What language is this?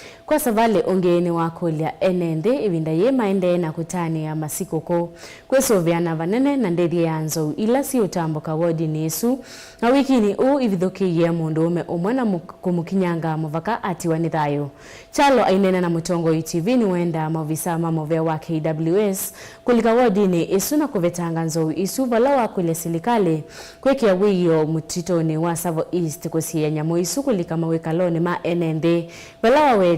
Kamba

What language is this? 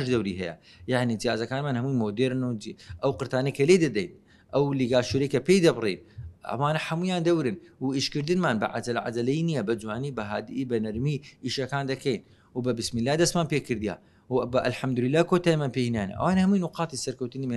Central Kurdish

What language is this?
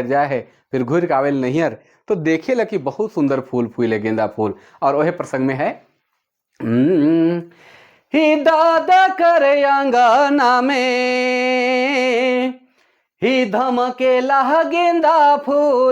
Sadri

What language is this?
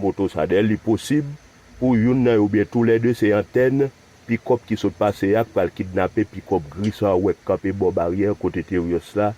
Haitian Creole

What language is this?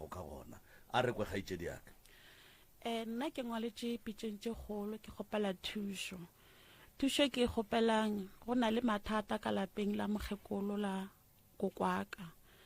Northern Sotho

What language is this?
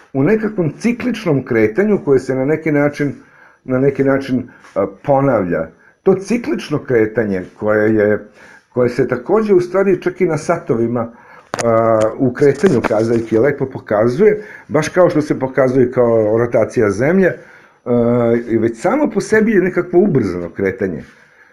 Serbian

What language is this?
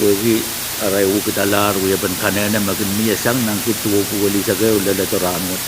Pohnpeian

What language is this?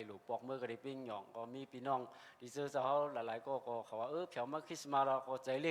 Shan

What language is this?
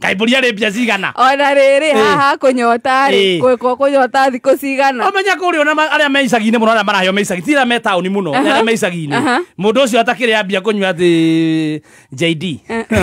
Kikuyu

